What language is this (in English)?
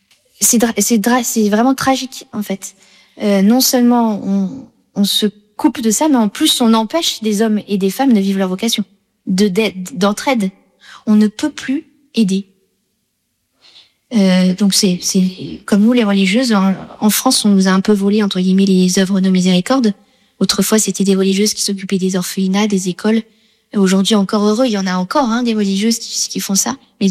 French